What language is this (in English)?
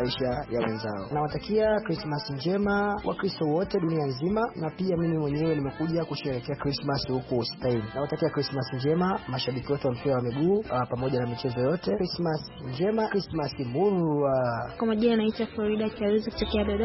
Swahili